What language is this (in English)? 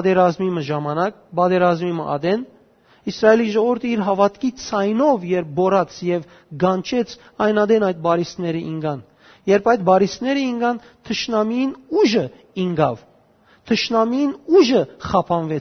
Western Armenian